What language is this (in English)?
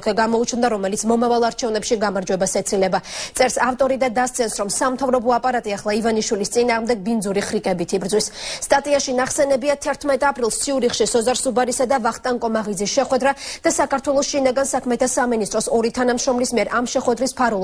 Georgian